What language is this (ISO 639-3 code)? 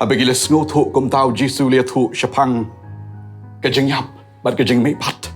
kha